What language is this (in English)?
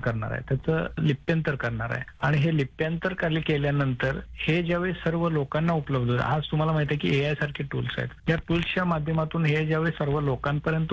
Marathi